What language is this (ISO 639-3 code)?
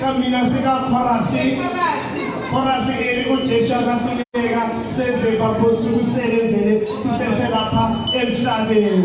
tsn